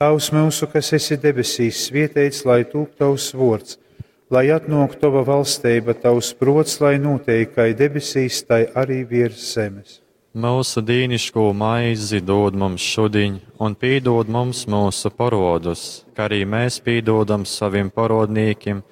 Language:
Latgalian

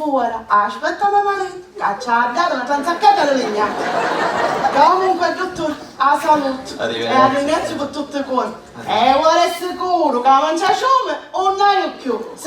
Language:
Sicilian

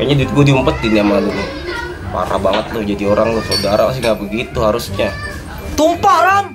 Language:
Betawi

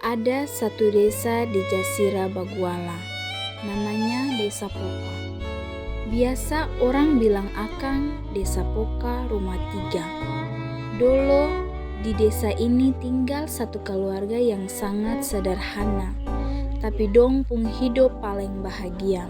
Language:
Ambonese Malay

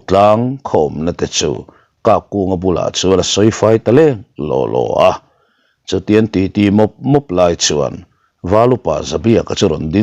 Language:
Mizo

